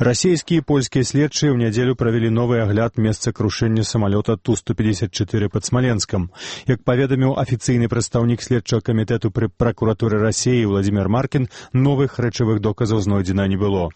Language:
Belarusian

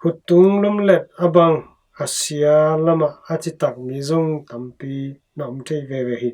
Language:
Tedim Chin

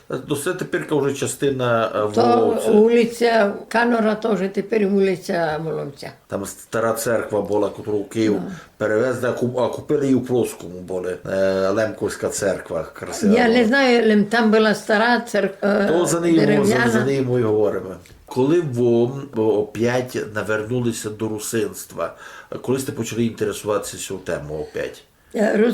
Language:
Rusyn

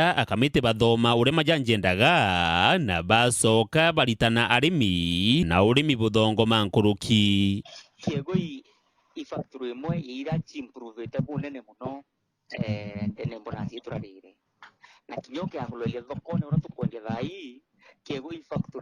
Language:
Meru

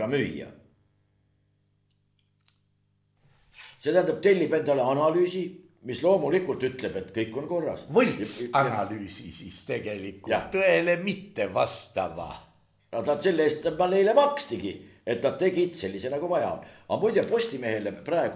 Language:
Estonian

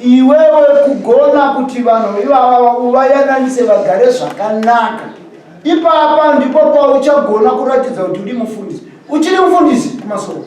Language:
Shona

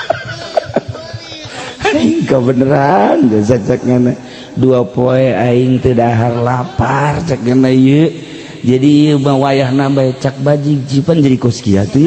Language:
Sundanese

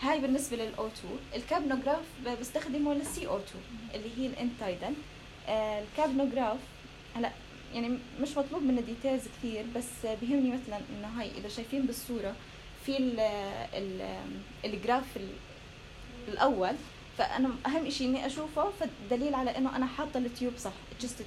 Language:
North Levantine Arabic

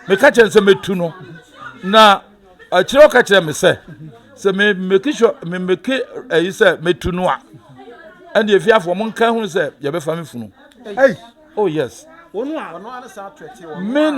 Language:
Akan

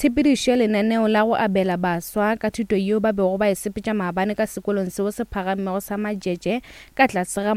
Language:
Northern Sotho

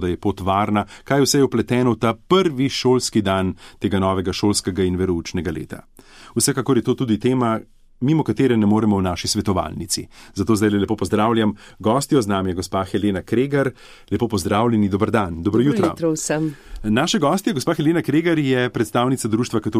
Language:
Slovenian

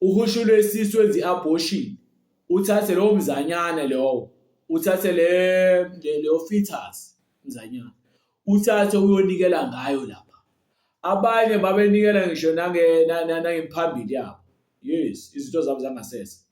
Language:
Zulu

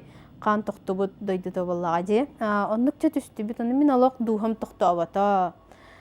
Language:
Yakut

